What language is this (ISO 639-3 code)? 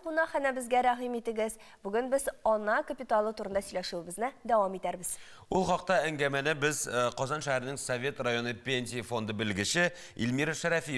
tat